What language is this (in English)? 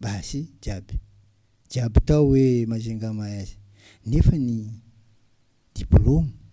Malagasy